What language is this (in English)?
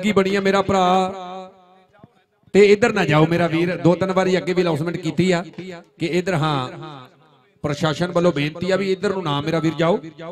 Punjabi